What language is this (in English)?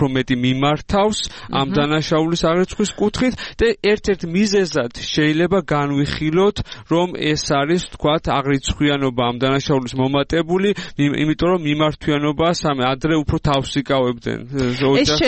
Georgian